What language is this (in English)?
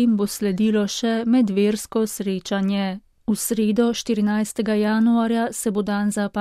Slovenian